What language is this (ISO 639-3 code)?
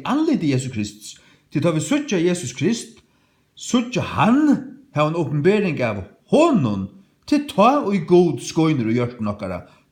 fao